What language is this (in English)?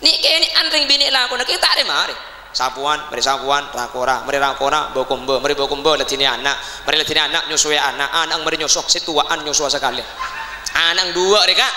Madurese